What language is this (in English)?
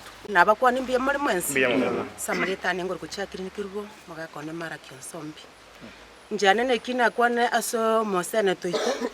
Gusii